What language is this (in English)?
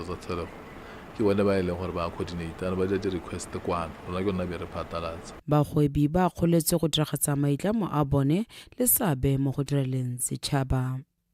Tswana